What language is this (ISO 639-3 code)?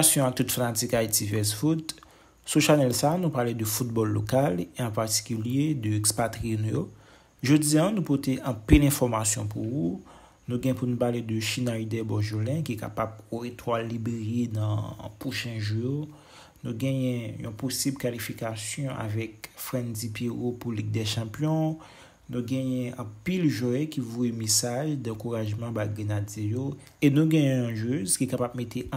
hat